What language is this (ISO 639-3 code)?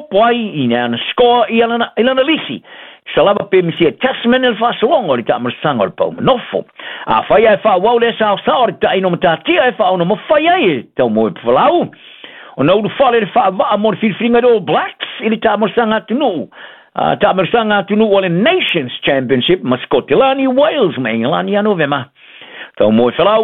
smo